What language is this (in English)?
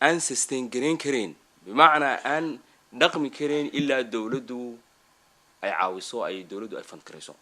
Somali